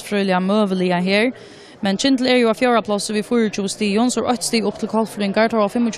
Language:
Faroese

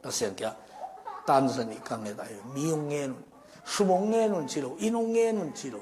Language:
Tedim Chin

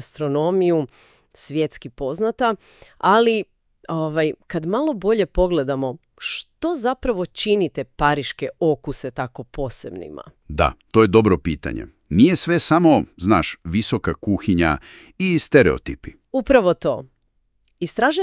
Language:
Serbian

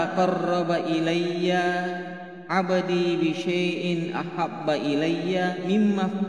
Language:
Buginese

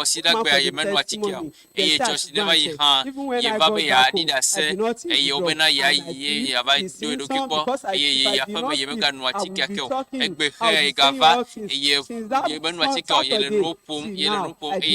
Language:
Ewe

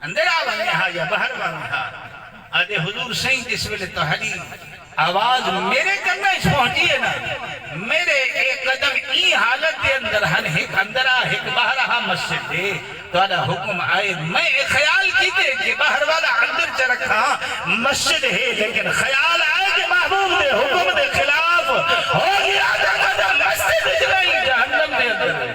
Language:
Saraiki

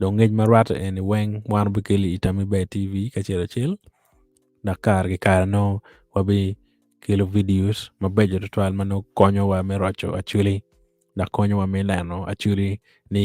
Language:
Acoli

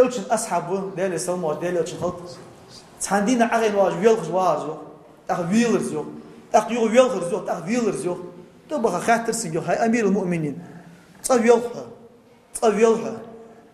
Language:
Ingush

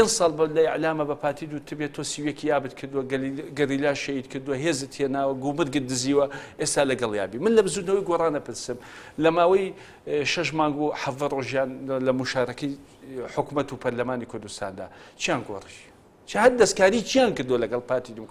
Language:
Central Kurdish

